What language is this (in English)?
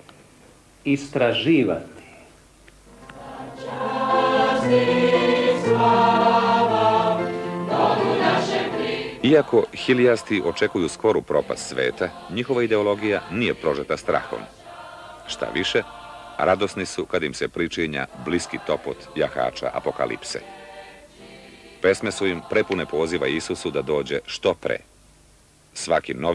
Serbian